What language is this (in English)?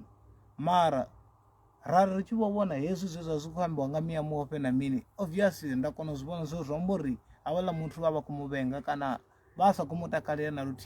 Venda